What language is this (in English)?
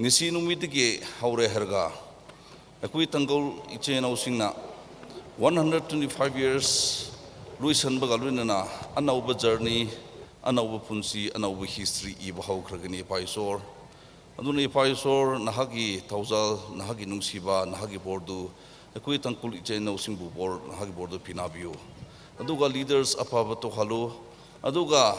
Tangkhul Naga (India)